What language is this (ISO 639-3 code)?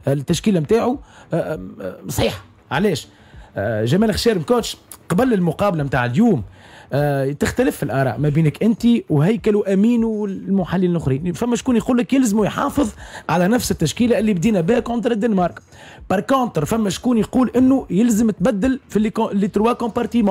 aeb